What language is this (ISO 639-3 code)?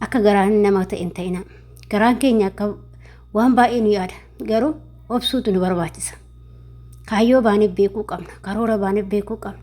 orm